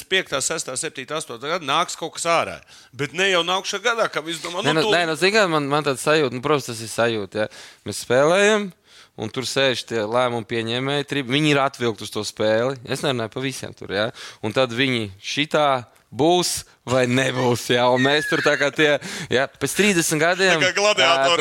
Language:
Latvian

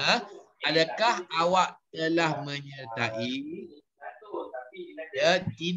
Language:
Malay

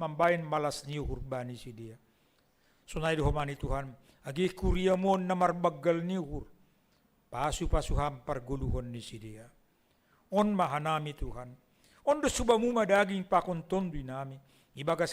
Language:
Batak Simalungun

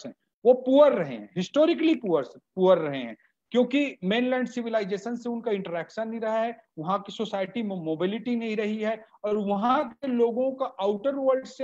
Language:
Hindi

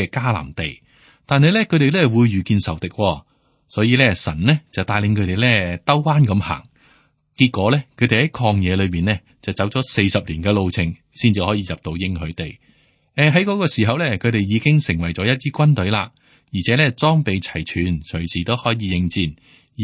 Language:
Cantonese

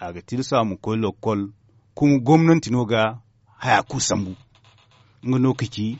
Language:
Zarma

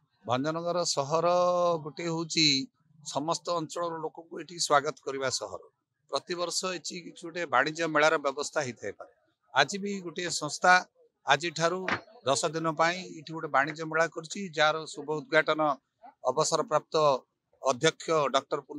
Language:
Odia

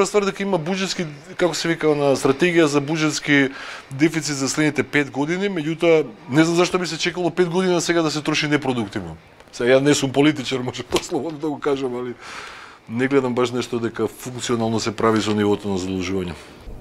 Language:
Macedonian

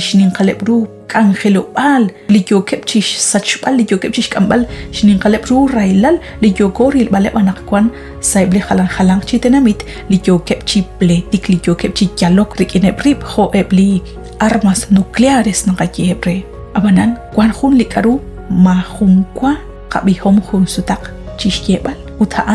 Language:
Kekchí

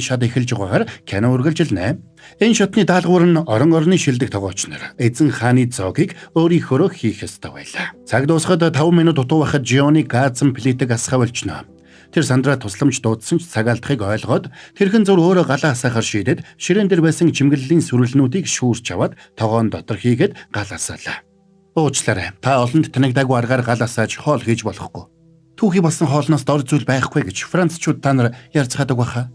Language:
Mongolian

